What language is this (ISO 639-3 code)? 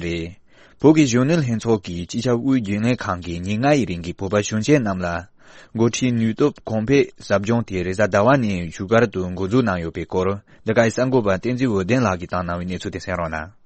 bod